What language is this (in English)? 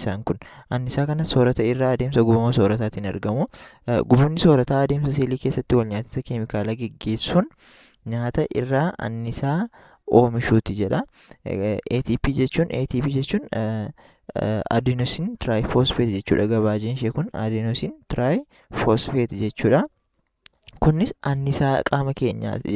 Oromo